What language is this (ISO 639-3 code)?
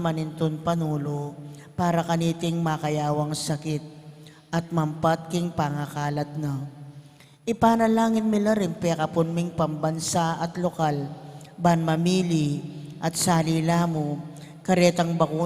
pam